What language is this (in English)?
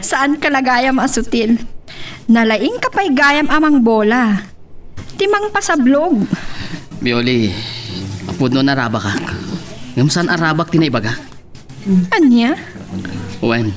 Iloko